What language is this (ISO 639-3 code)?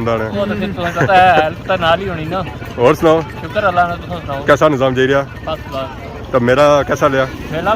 phr